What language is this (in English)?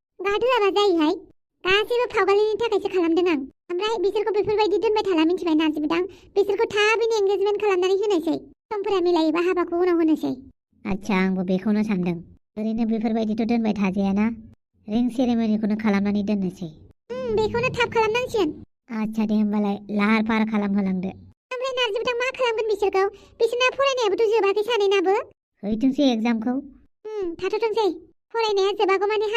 Bodo